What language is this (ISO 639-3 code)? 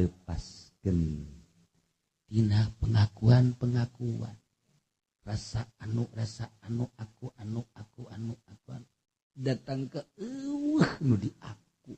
sun